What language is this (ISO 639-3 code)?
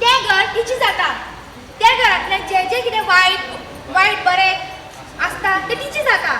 kok